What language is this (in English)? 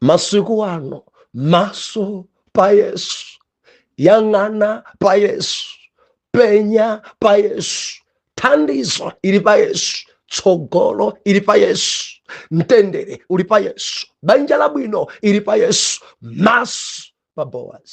Nyanja